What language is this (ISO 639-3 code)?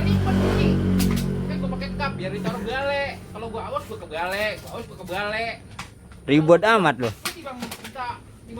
bew